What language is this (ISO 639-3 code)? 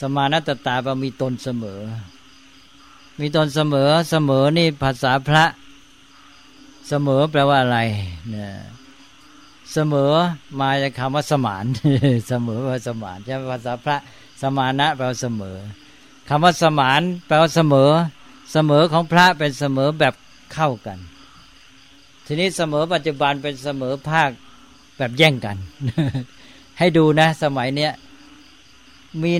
tha